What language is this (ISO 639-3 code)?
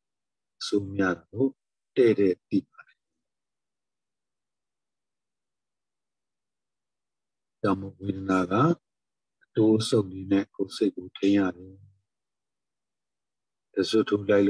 mya